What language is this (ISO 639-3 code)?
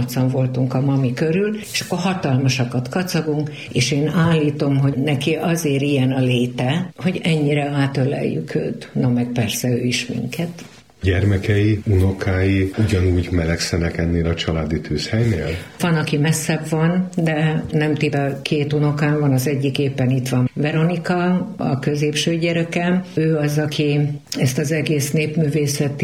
hun